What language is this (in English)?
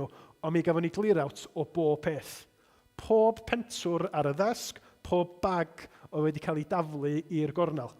Welsh